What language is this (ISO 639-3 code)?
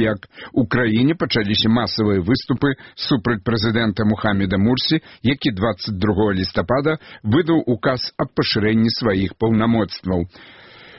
bel